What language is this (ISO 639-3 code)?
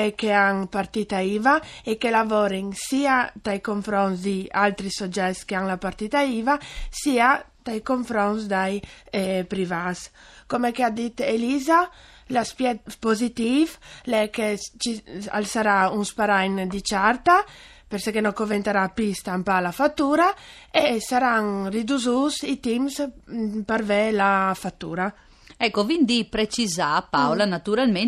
fur